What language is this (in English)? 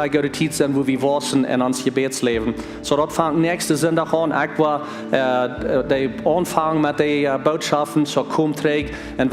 Plautdietsch